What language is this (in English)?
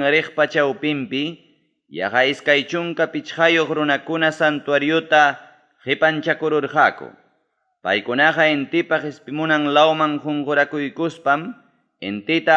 Ayacucho Quechua